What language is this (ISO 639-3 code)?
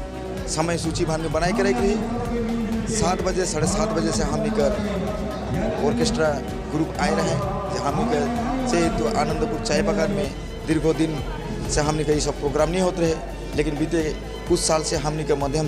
sck